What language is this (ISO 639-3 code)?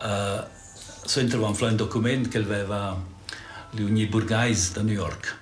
roh